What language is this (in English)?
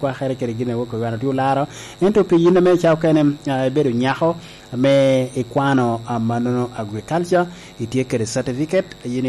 Lango (Uganda)